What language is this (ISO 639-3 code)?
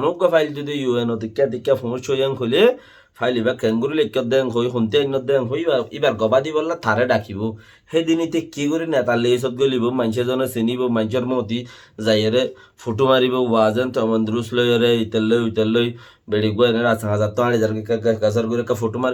rhg